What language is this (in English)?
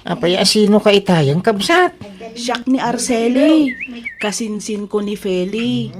Iloko